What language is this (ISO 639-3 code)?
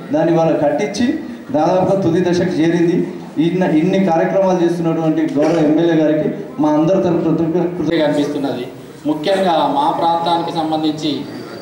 tel